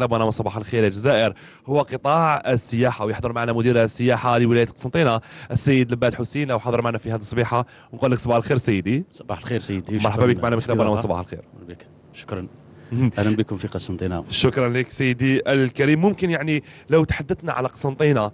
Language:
Arabic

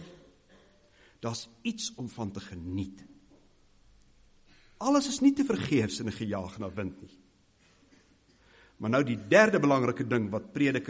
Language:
Afrikaans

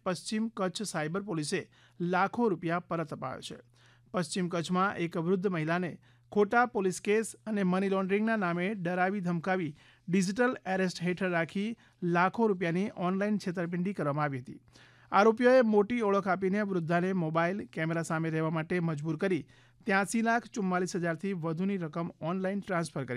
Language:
Gujarati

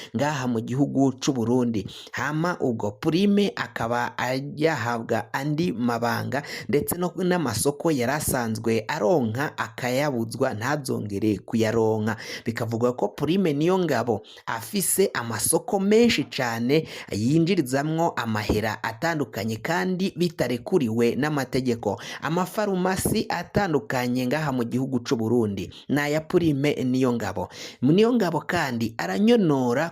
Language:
Rundi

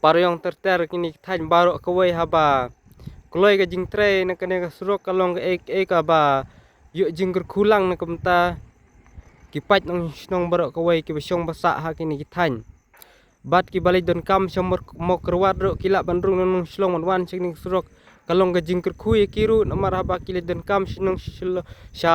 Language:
Khasi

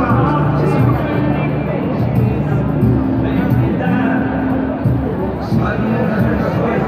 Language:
Dutch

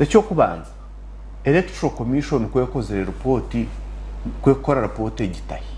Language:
Nyankole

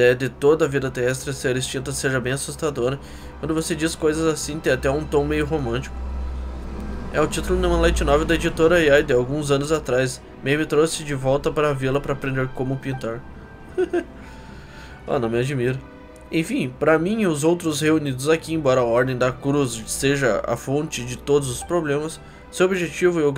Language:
Portuguese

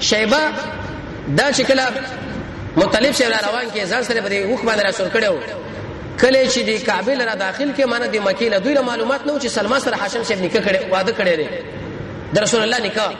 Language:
Pashto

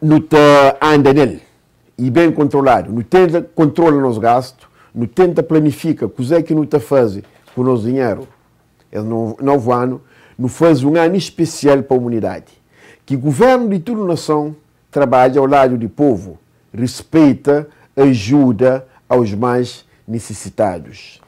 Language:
Kabuverdianu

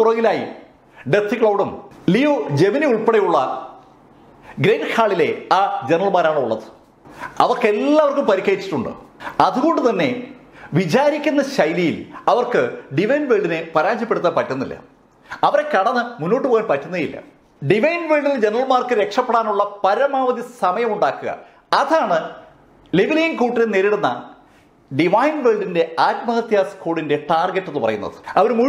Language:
Malayalam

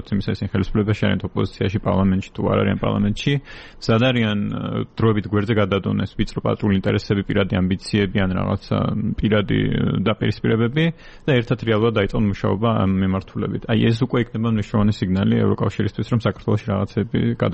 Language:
Georgian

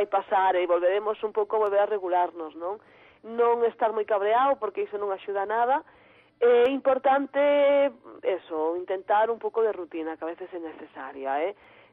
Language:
Galician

